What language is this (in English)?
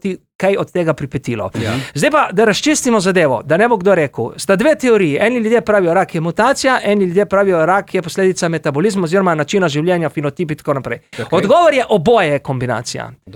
Slovenian